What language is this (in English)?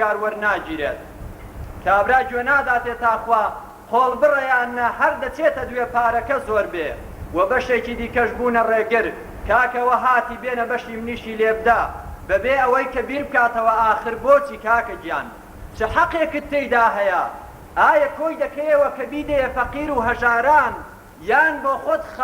Central Kurdish